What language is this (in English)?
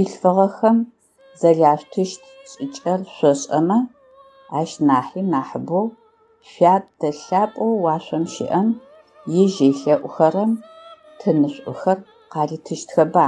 Adyghe